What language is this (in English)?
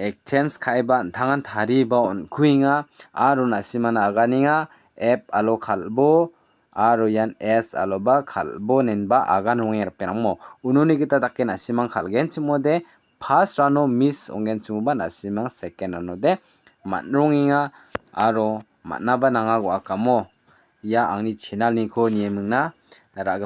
Garo